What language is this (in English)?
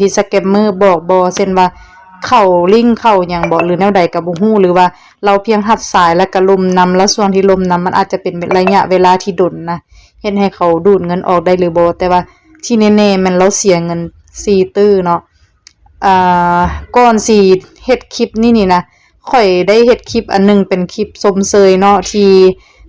Lao